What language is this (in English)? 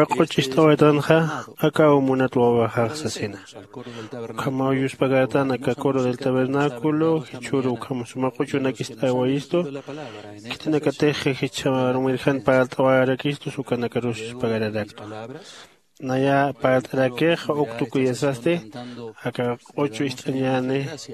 Aymara